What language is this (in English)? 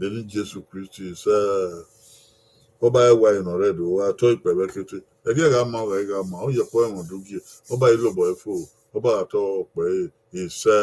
Bini